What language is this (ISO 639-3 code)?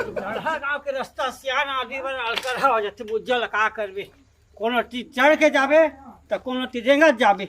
hne